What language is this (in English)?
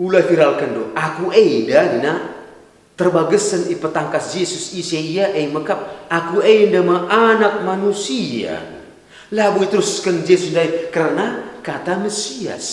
Batak Karo